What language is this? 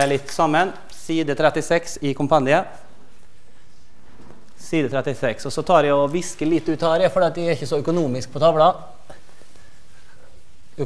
Norwegian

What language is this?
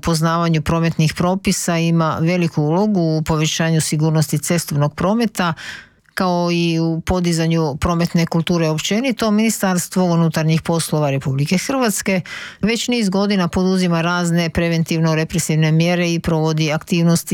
Croatian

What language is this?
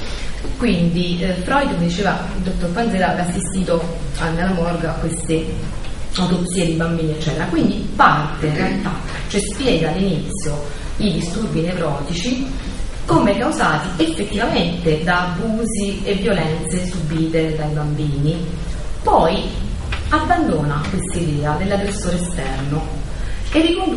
Italian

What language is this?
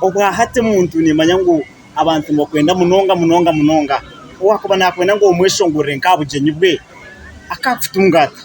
Nyankole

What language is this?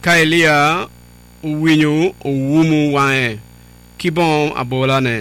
Acoli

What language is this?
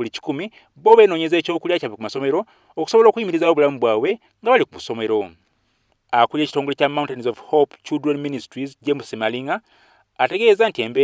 Ganda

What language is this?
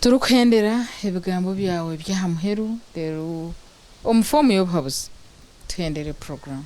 Nyankole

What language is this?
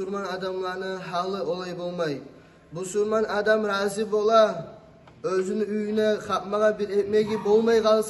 Kumyk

